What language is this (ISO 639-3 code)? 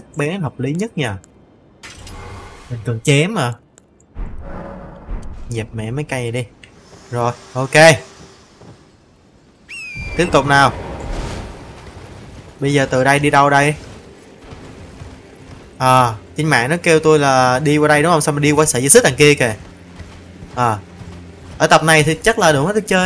vie